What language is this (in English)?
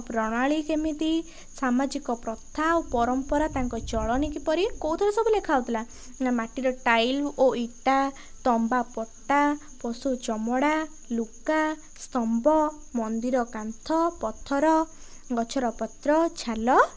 Odia